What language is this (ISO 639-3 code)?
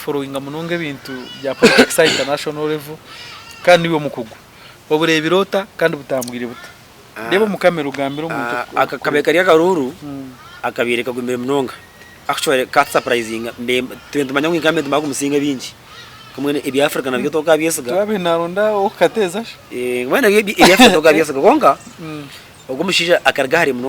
nyn